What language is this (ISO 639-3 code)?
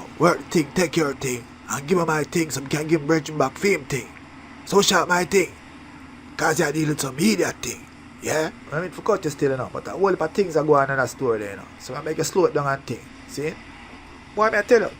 jam